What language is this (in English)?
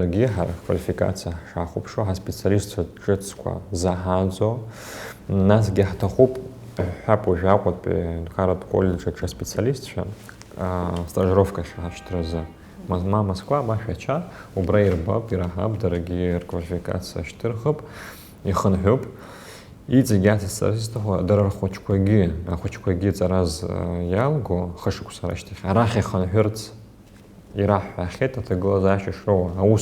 Abkhazian